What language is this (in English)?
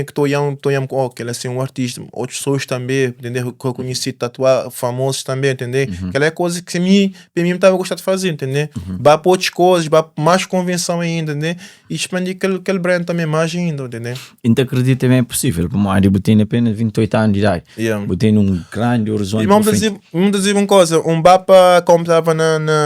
Kabuverdianu